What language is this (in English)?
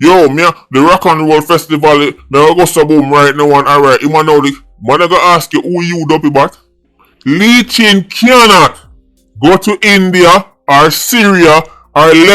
Jamaican Creole English